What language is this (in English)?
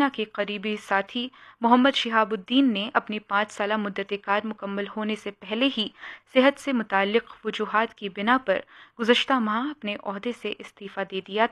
Urdu